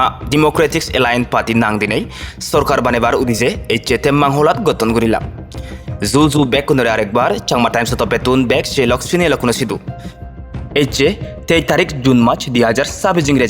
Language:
Chakma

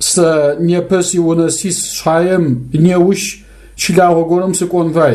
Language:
Adyghe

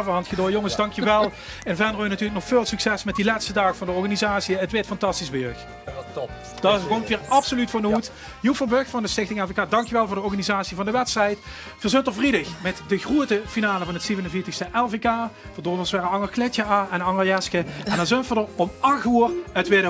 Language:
Limburgish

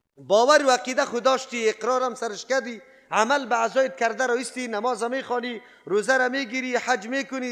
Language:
Persian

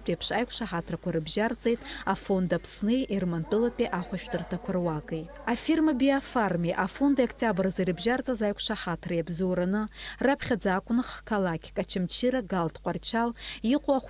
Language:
Abkhazian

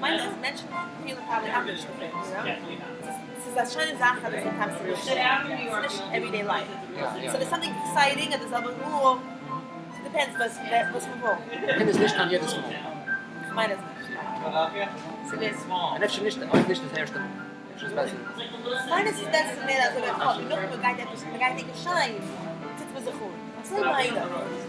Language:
Yiddish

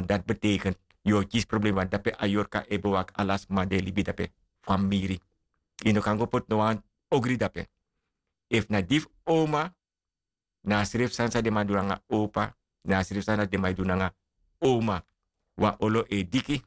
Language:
Sranan Tongo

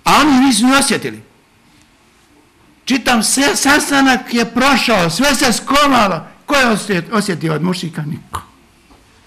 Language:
Bosnian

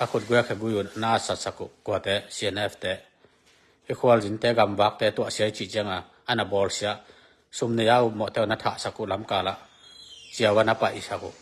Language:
Tedim Chin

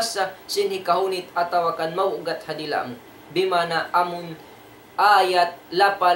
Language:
Tausug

